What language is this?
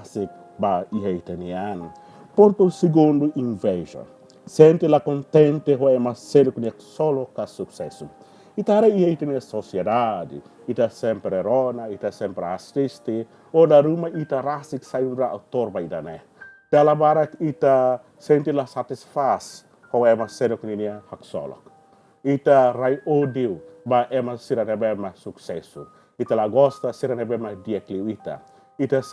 Tetum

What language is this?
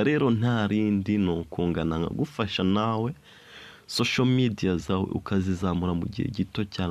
Kinyarwanda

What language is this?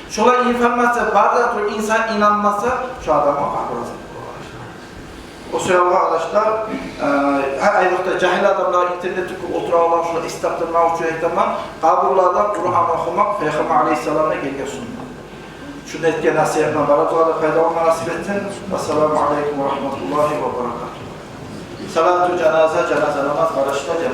Kumyk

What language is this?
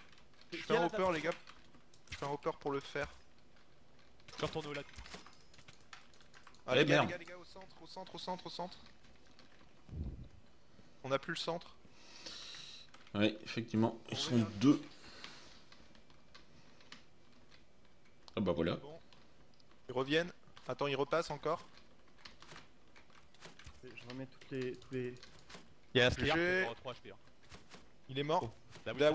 French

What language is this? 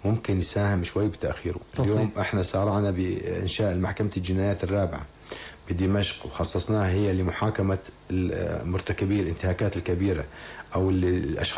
North Levantine Arabic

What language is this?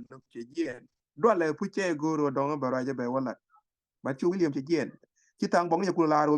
Nuer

